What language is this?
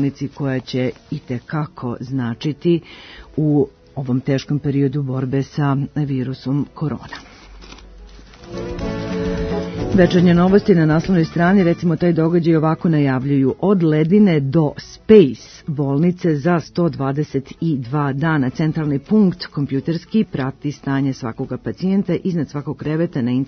Serbian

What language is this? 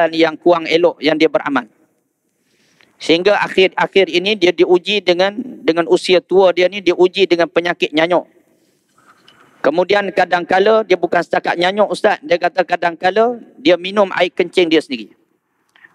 Malay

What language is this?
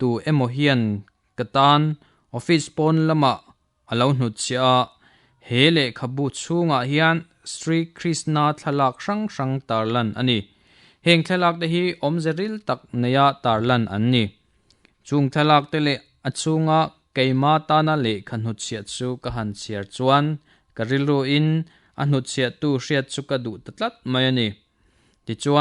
Mizo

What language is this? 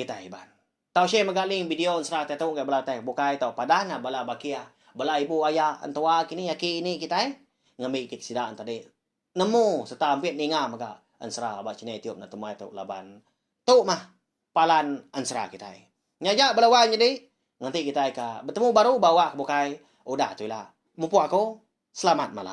Iban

